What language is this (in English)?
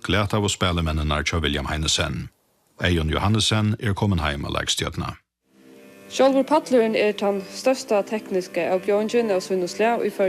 Faroese